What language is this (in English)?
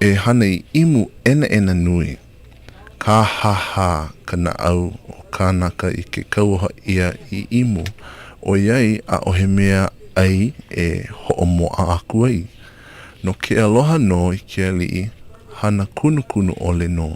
Hawaiian